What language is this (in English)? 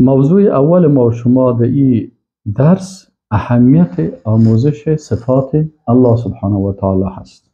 Persian